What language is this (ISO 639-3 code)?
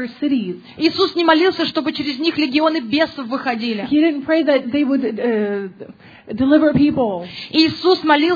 rus